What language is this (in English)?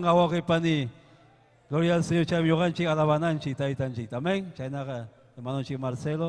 Ayacucho Quechua